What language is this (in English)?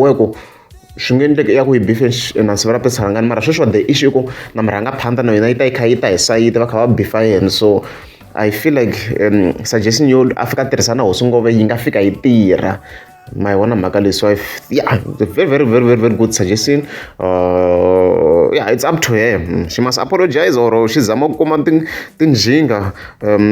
Tsonga